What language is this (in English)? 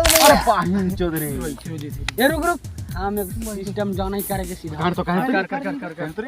Magahi